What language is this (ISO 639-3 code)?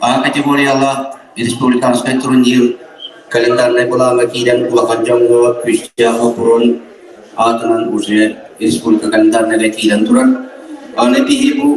sah